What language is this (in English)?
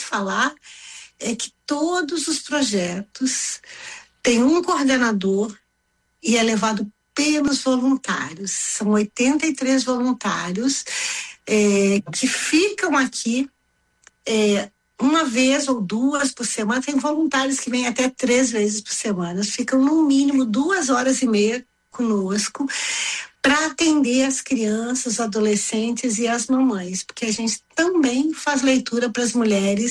Portuguese